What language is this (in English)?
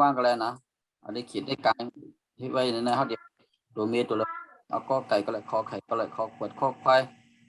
Shan